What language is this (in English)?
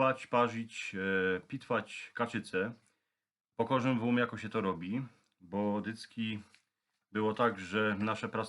Silesian